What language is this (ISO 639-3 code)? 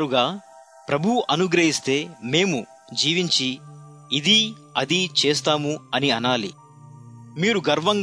tel